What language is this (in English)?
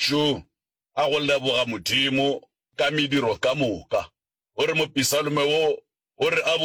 Northern Sotho